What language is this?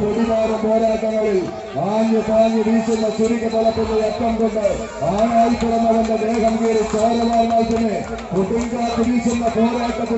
Malayalam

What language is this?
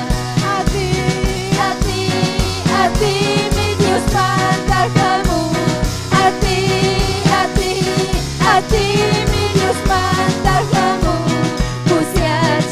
Ayacucho Quechua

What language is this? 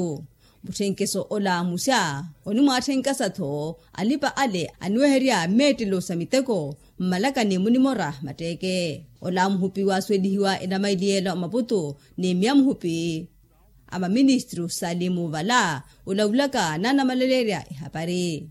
Makhuwa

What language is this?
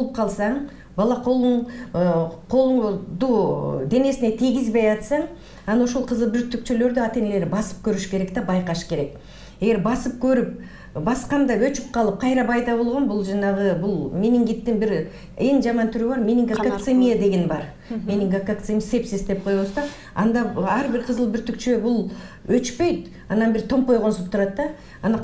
Kyrgyz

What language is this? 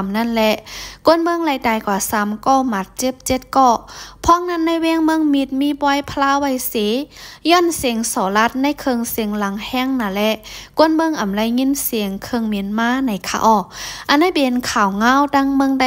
Shan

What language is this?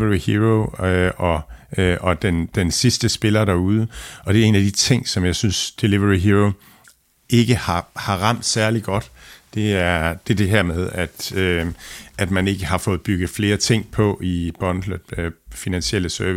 Danish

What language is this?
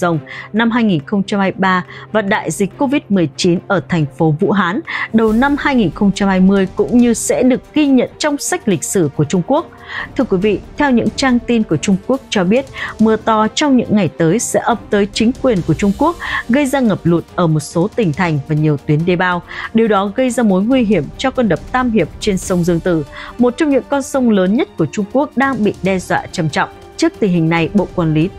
Vietnamese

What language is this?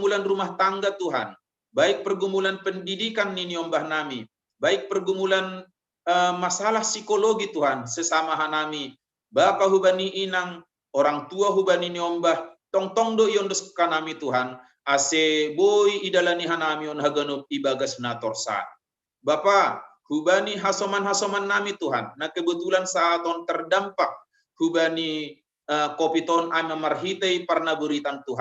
Batak Simalungun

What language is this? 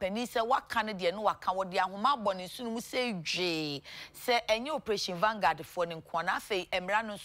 Akan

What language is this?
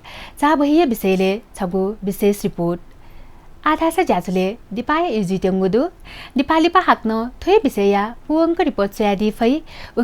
Newari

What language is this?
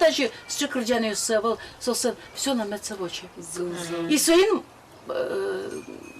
Udmurt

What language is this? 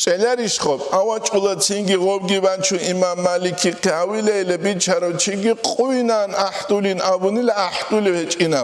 Avaric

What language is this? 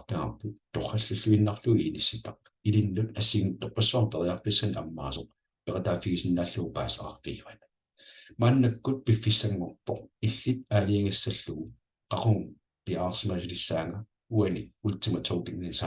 Kalaallisut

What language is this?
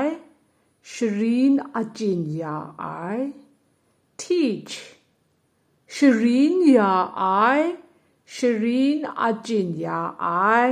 Kachin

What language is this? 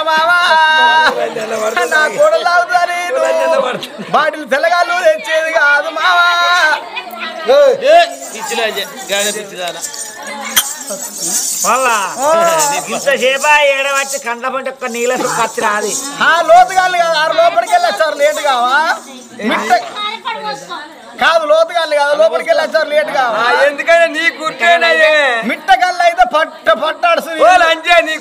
Telugu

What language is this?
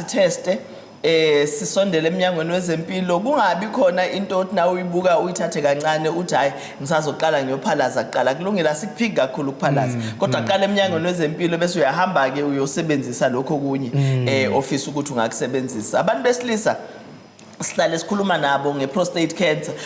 Zulu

